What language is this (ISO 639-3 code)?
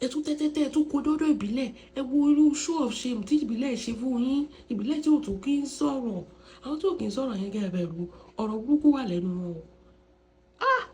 yor